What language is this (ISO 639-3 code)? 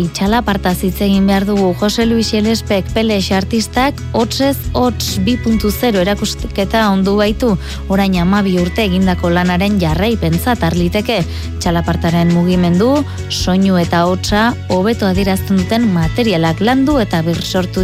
eus